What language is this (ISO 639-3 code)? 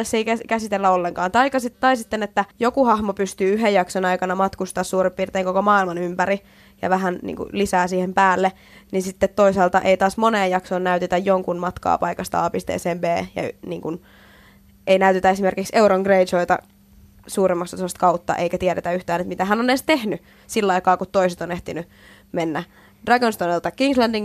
fin